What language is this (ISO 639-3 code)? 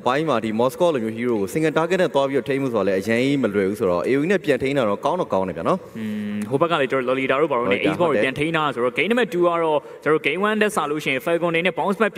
mya